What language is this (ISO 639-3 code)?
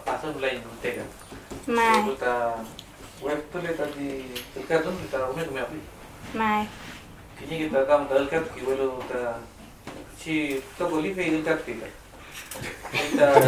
arn